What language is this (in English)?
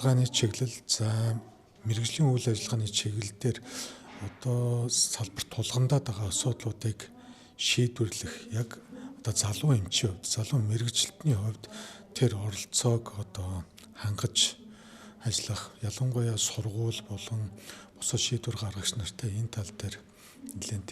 Mongolian